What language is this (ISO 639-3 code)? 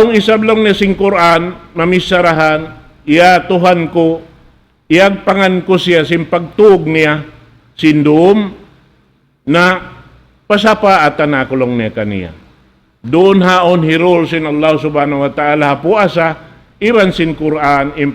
tsg